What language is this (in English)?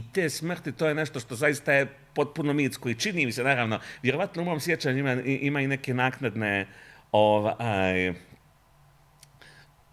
Bosnian